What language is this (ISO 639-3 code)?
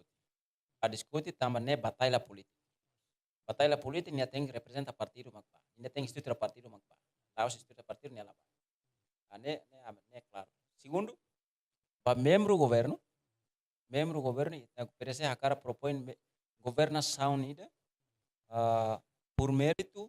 tet